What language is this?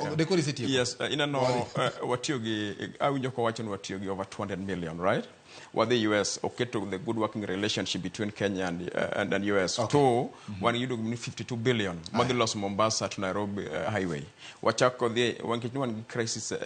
Luo (Kenya and Tanzania)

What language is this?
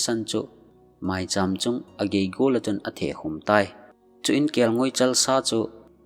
Thado Chin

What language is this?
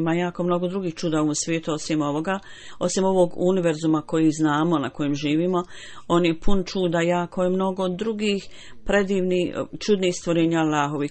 Bosnian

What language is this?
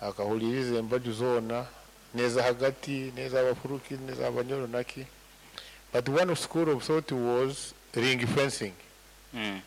Nyoro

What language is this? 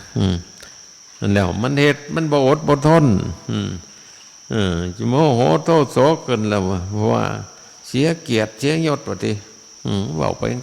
Northeastern Thai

